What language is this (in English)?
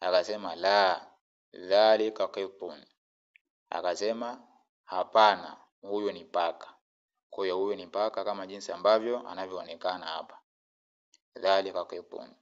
Swahili